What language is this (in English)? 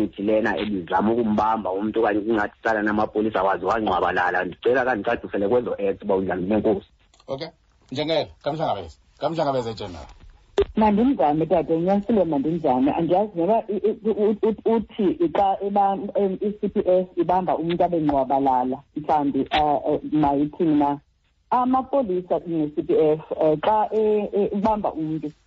Xhosa